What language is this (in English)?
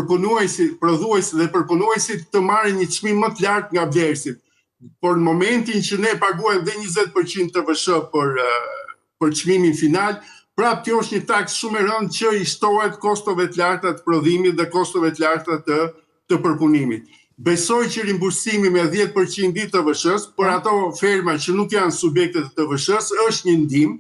Albanian